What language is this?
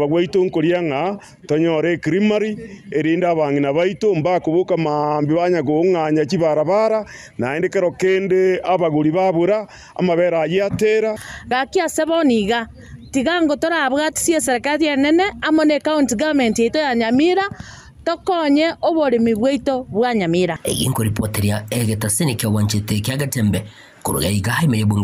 Gusii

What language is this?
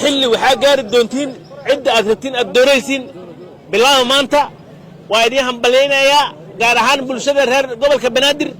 Somali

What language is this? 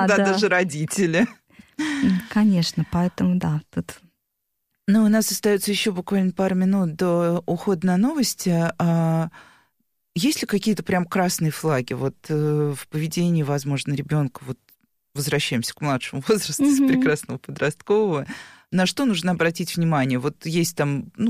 Russian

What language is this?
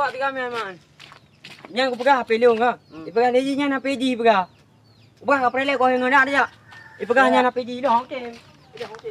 Achinese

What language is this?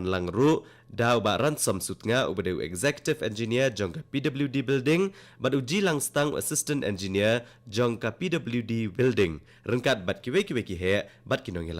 Khasi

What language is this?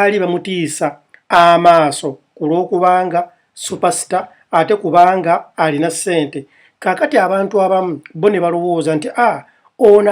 Ganda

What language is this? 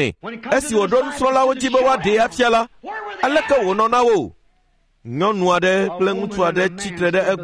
Ewe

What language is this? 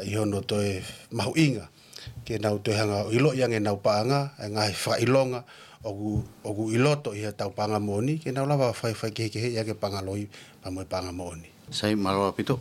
Tongan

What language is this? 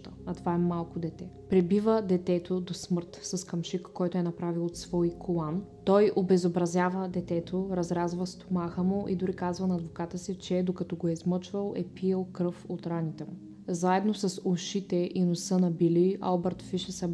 Bulgarian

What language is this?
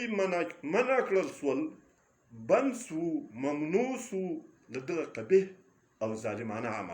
Pashto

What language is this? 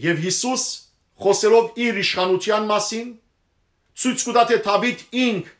Western Armenian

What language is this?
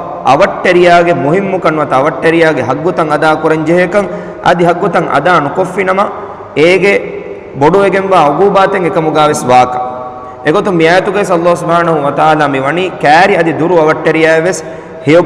Divehi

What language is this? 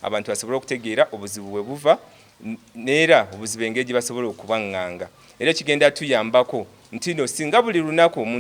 Soga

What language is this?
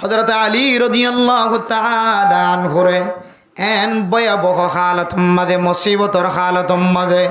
Rohingya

